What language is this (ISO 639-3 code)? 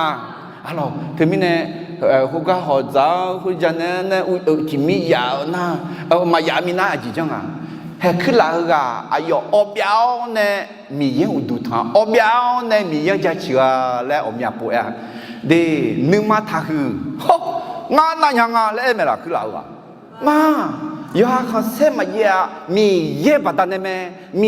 ahk